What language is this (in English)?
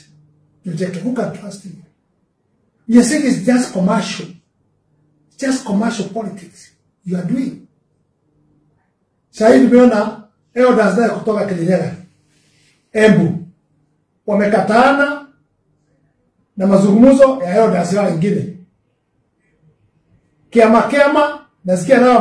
Swahili